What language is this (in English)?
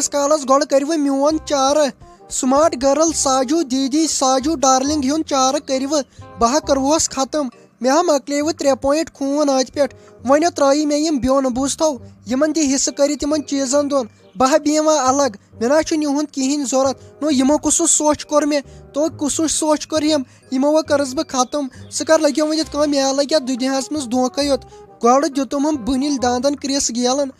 Kashmiri